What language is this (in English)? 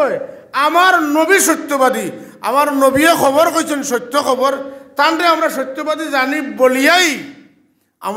Sylheti